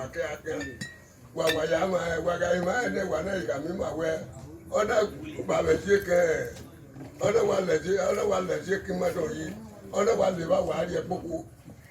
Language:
Bini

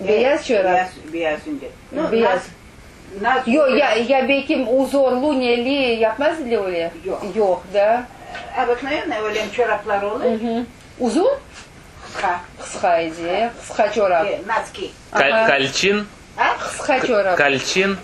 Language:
Crimean Tatar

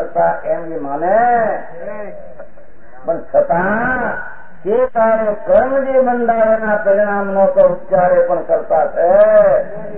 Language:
Gujarati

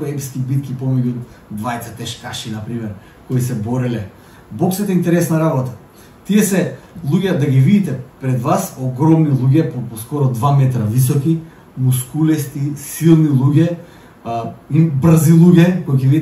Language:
Macedonian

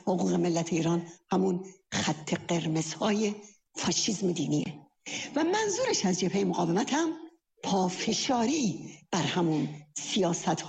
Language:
Persian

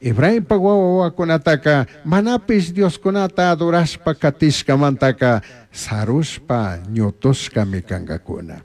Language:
Chimborazo Highland Quichua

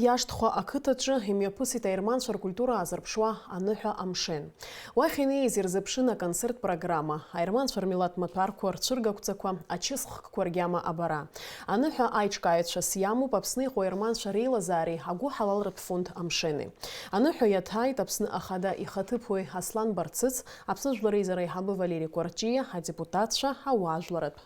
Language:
Abkhazian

